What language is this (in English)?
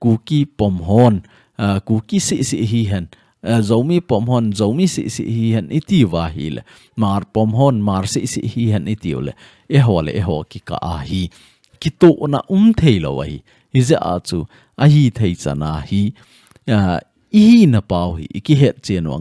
Thado Chin